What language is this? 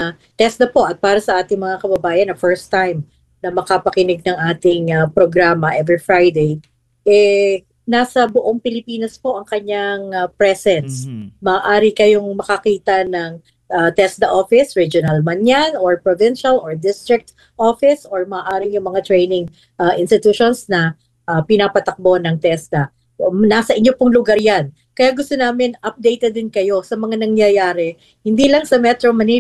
Filipino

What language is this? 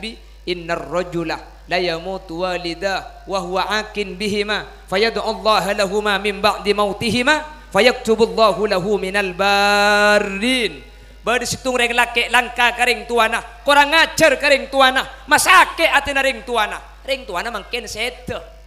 Madurese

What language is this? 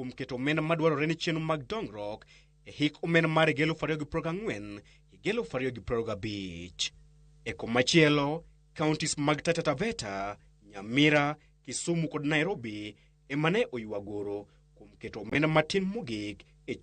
Luo (Kenya and Tanzania)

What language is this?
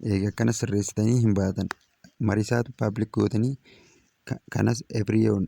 Oromo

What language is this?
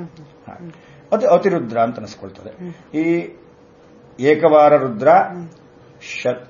Kannada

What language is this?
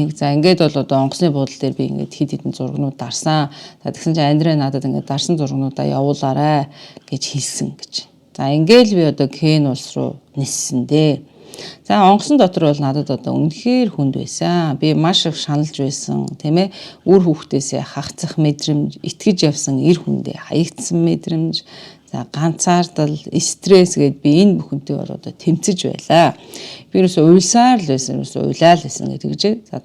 Mongolian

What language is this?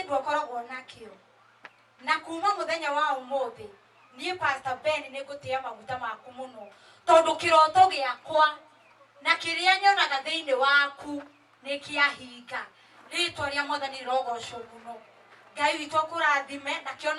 Kikuyu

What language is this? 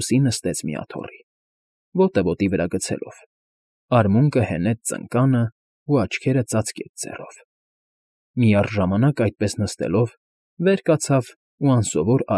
Armenian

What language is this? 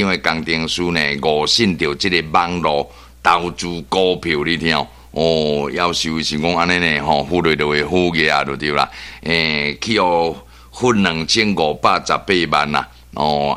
Min Nan Chinese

